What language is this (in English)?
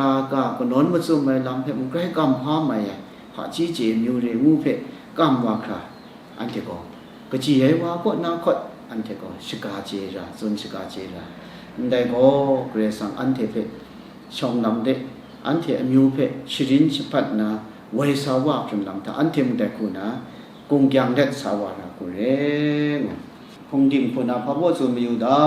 Kachin